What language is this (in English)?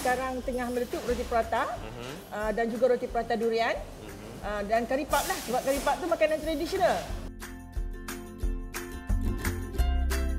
Malay